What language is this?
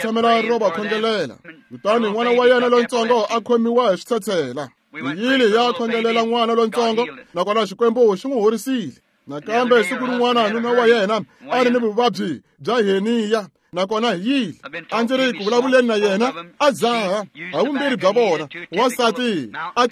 Tsonga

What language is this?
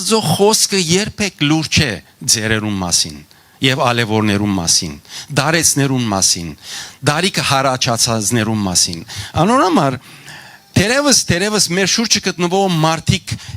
Western Armenian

